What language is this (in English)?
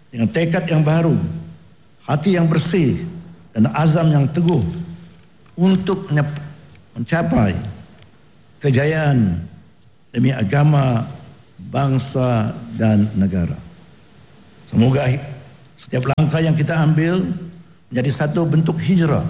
Malay